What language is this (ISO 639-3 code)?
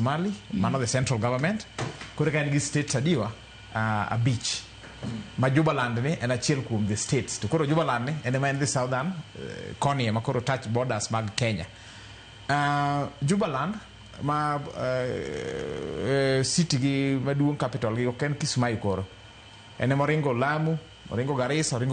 luo